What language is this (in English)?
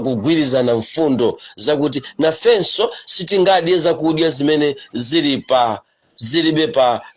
Nyanja